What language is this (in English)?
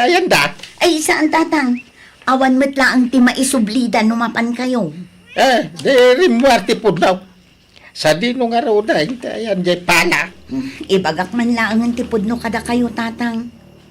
Iloko